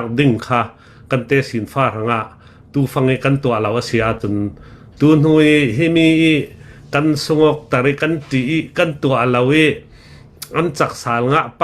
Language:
Hakha Chin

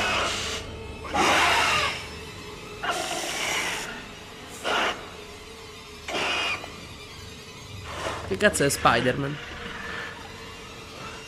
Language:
Italian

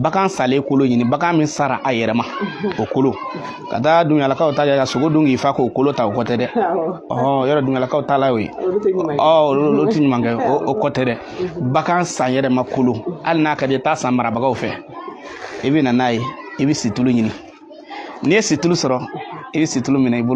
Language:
Bambara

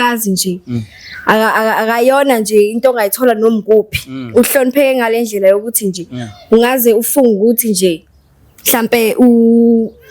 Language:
Zulu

